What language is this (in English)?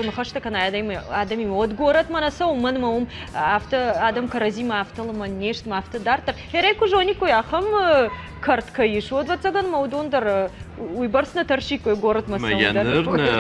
Ossetic